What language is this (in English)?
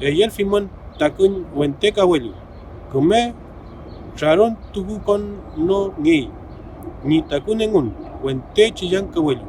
Mapuche